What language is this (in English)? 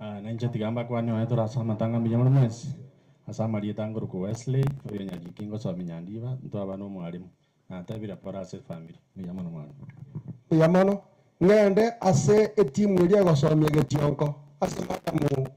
Gusii